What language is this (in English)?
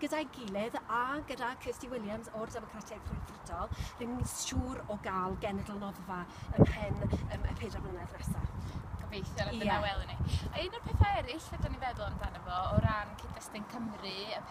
Welsh